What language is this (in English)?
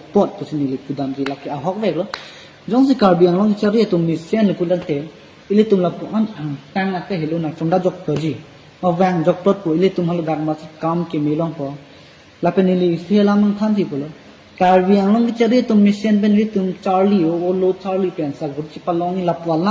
Karbi